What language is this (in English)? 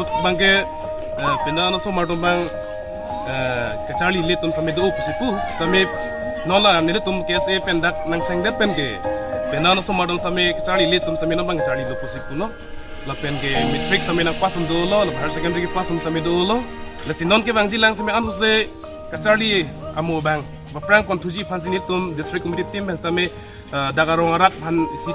Karbi